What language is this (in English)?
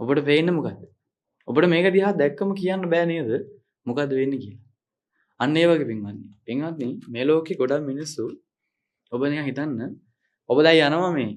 Sinhala